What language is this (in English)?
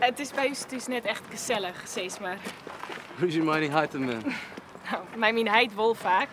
Western Frisian